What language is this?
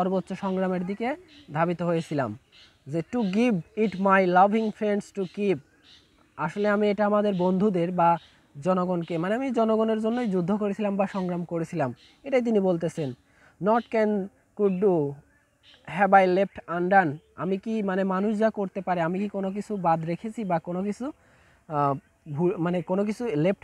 Bangla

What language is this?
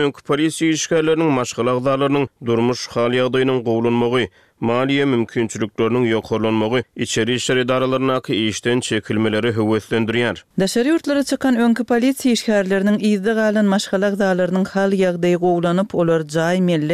Turkmen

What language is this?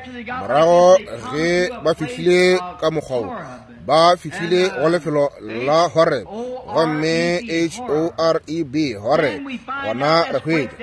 Northern Sotho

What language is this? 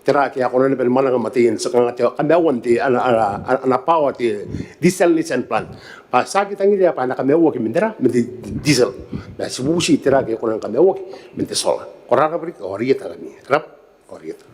Gilbertese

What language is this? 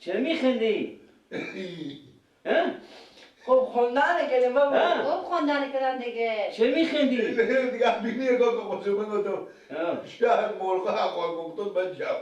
Persian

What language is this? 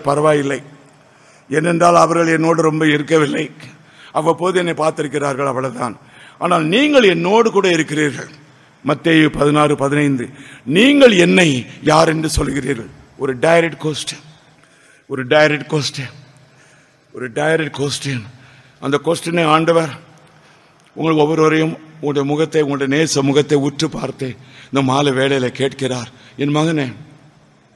Tamil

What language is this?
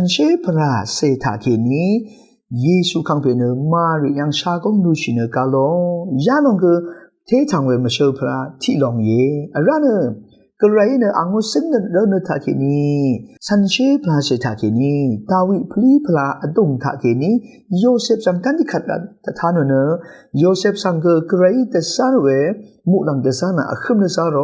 Rawang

